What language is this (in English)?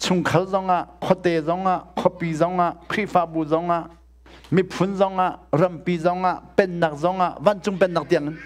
Hakha Chin